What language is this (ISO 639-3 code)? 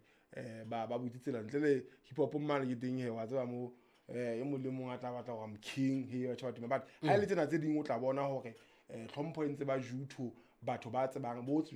sot